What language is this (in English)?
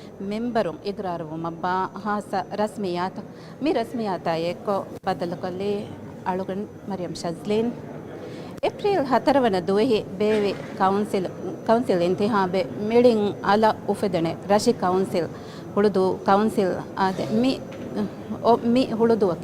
Divehi